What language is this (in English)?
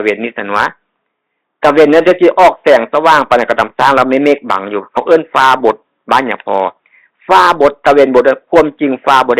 Northeastern Thai